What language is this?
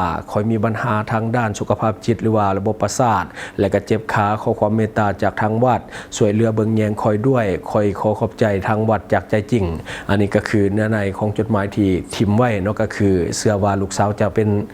Lao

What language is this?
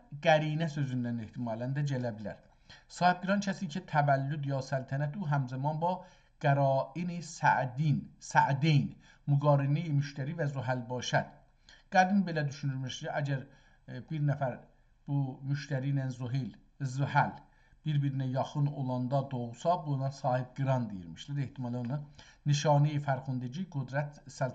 South Azerbaijani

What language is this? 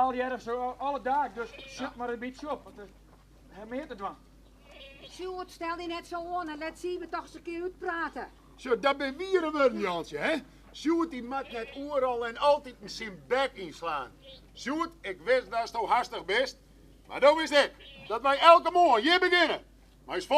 Western Frisian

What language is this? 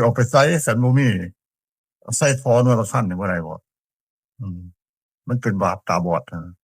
Northeastern Thai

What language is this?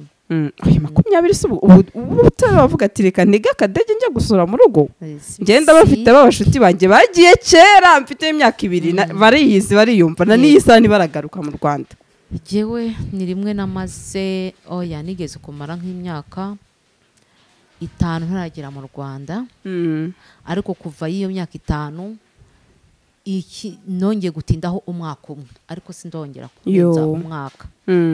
Kinyarwanda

